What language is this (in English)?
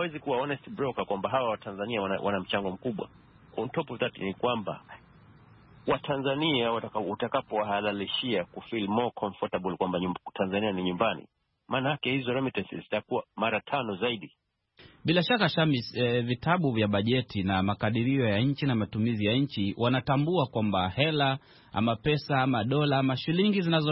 Swahili